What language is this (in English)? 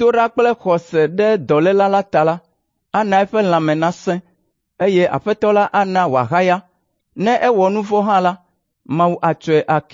Ewe